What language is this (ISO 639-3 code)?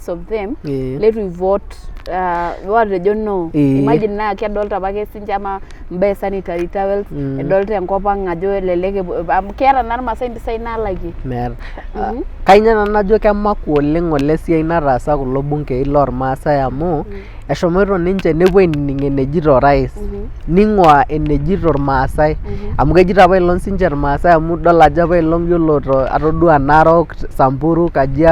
mas